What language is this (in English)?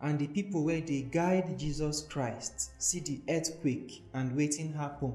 Nigerian Pidgin